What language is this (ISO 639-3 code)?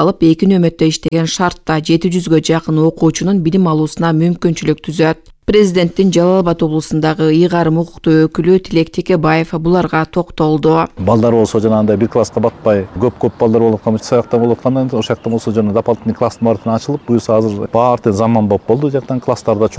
kir